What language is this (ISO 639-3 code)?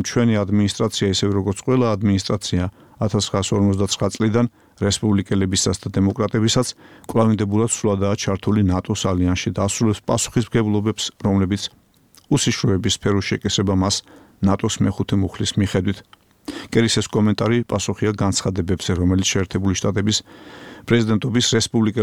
kat